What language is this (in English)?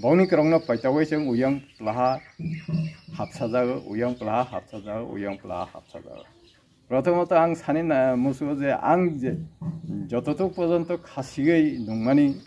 Riang (India)